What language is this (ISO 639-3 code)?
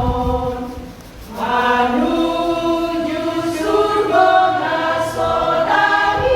bbc